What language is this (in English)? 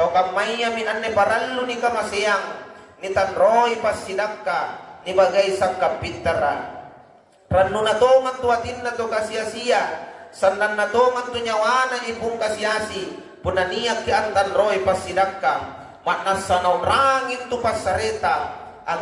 Makasar